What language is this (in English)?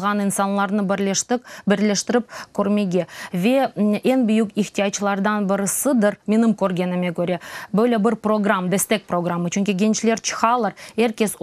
Crimean Tatar